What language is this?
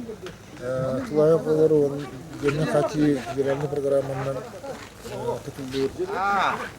Yakut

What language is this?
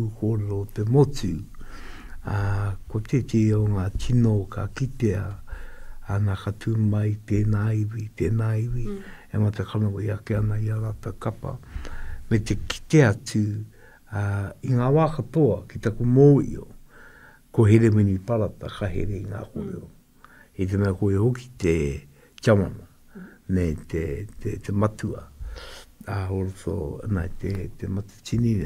Māori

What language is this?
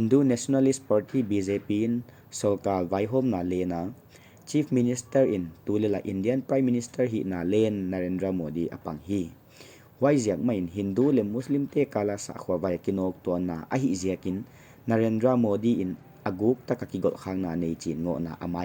Paite Chin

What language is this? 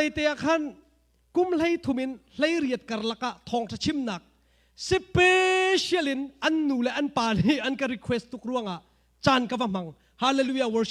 Hakha Chin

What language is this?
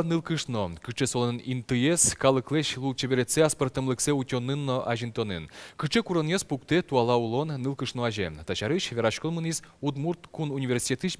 Udmurt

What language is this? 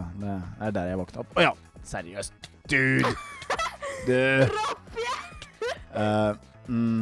Norwegian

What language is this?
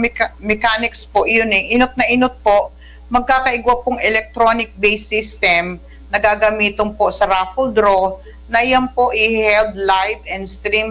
Bikol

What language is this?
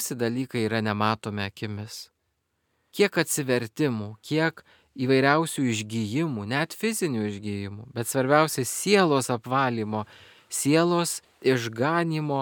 Lithuanian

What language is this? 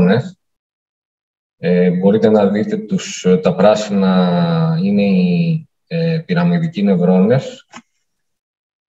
Greek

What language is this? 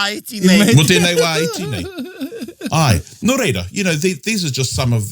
Māori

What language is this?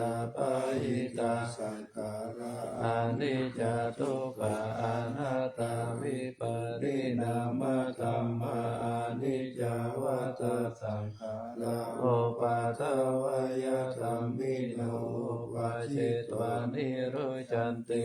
Pali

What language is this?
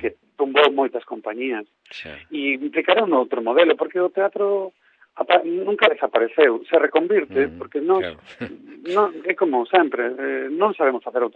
Galician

